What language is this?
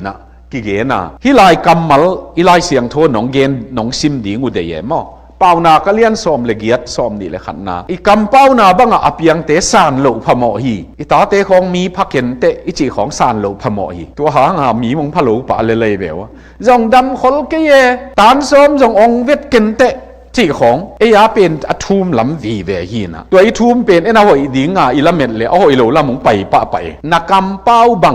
Tedim Chin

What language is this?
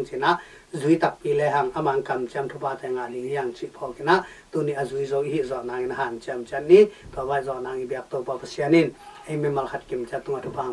Tedim Chin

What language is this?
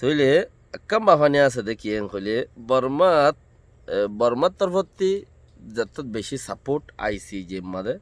Rohingya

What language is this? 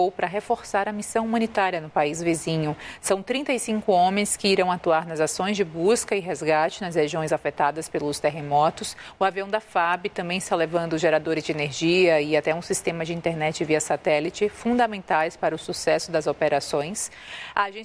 Portuguese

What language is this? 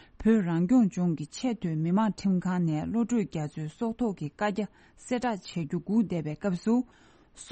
Tibetan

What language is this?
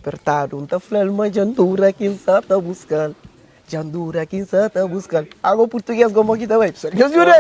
Kabuverdianu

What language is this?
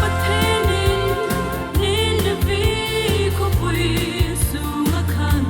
Hmar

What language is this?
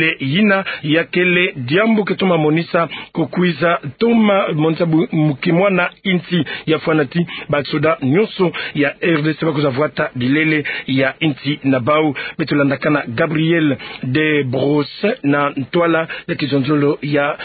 Kituba (Democratic Republic of Congo)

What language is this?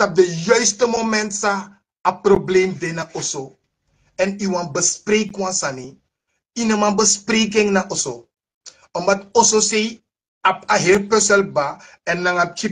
Sranan Tongo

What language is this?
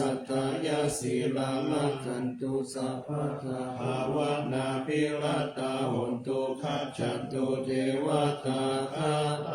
Pali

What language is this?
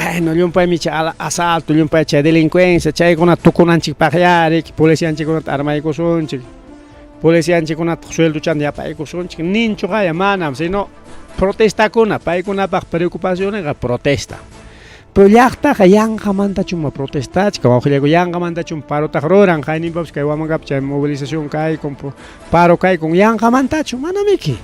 Ayacucho Quechua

